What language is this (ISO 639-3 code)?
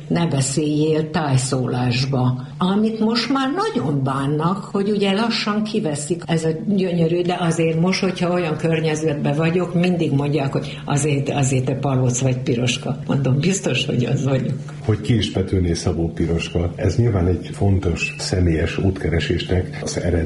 hun